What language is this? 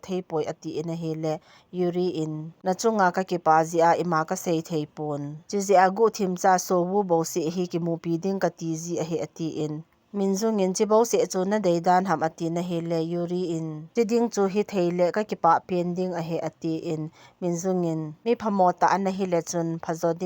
Thado Chin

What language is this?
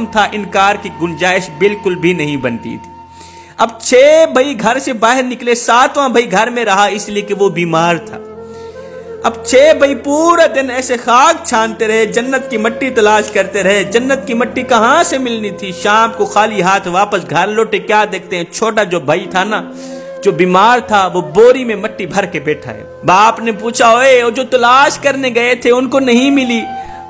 Urdu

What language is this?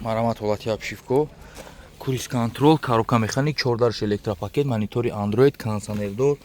Tajik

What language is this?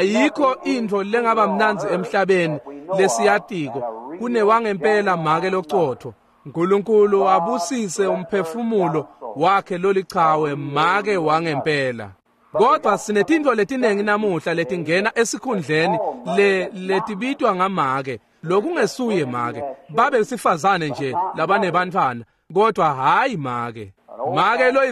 Swati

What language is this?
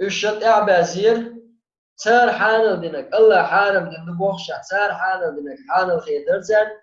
Chechen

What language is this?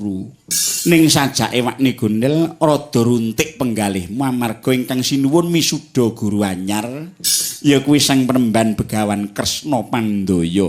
Javanese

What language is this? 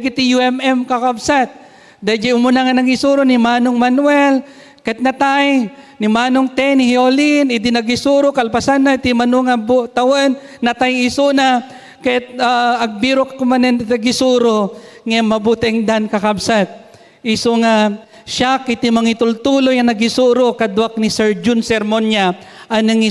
Iloko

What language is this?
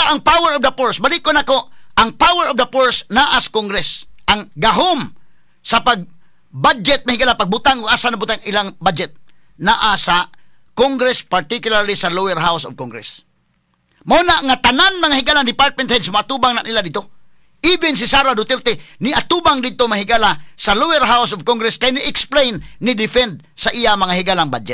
Cebuano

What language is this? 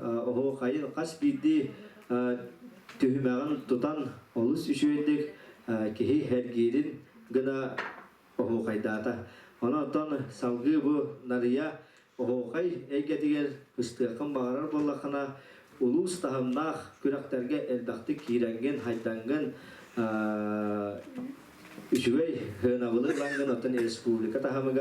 Yakut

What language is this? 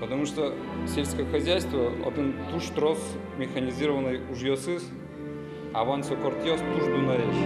Udmurt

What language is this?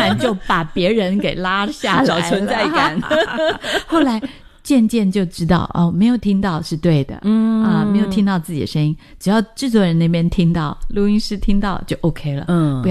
Chinese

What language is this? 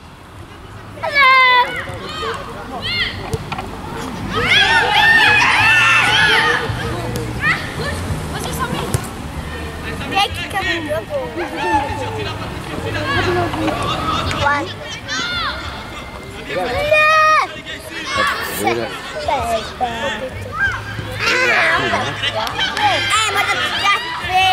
Dutch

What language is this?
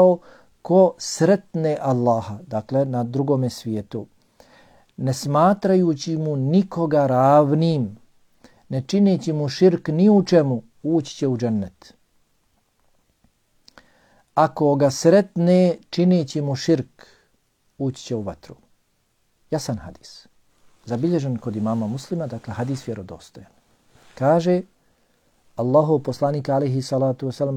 Bosnian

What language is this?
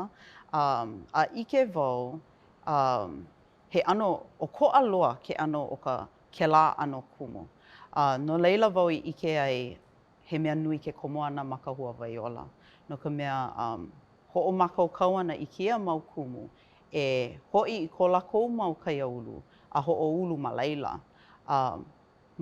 Hawaiian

